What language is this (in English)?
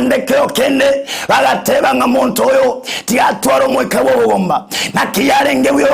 Gusii